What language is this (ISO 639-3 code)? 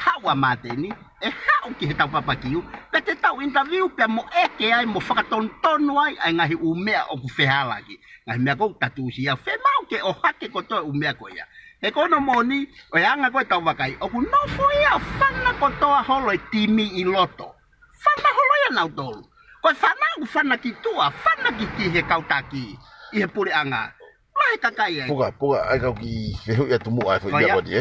ton